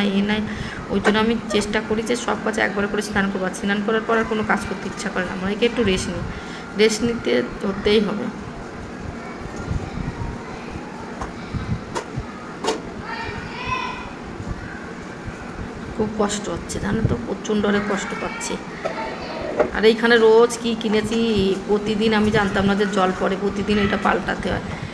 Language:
Bangla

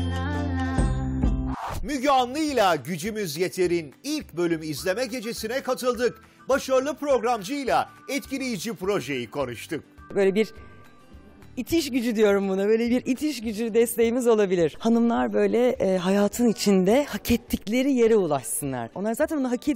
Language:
Turkish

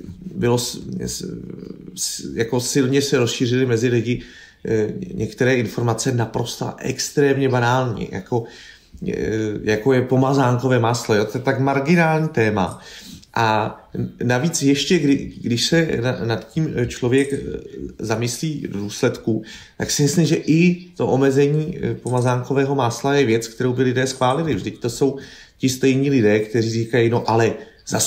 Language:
Czech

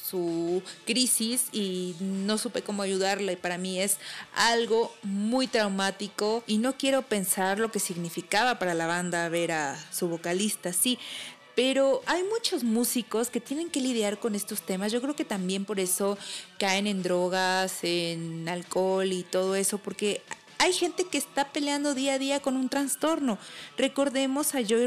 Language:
Spanish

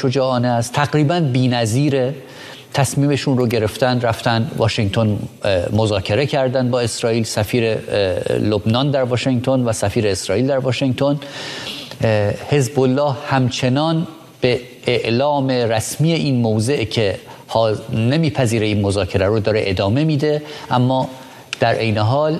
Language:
Persian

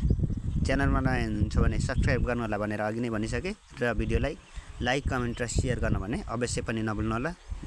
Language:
Nepali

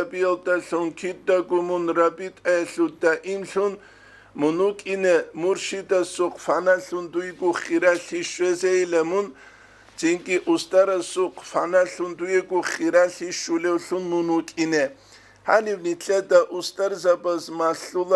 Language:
Avaric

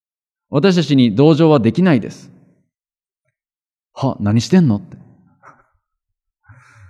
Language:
Japanese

